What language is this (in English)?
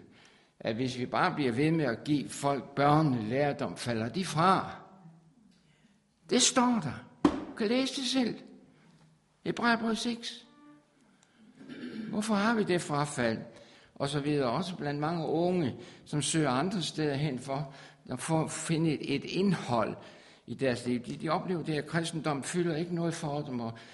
Danish